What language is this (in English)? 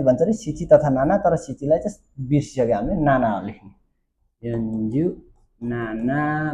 Nepali